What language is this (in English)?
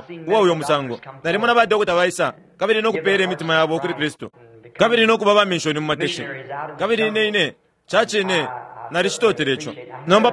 Bemba